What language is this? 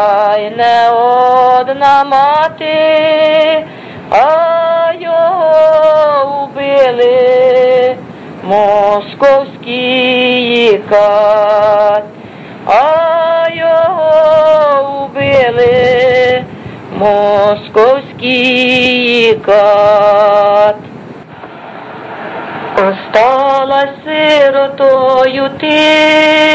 Ukrainian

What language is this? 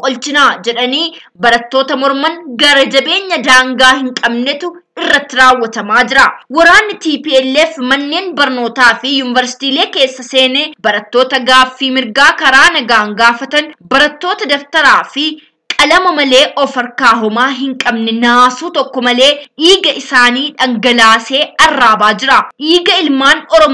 Oromo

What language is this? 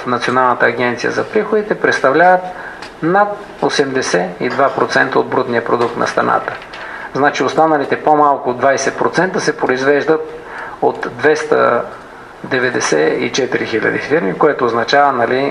Bulgarian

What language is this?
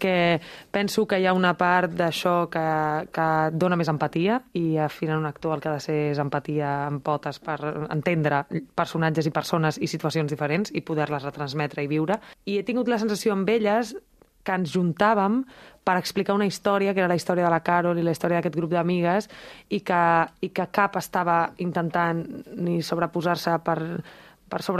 Catalan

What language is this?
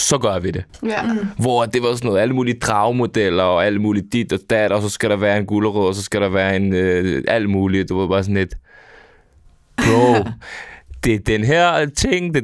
Danish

